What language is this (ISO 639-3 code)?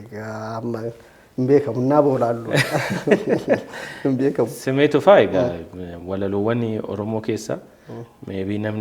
orm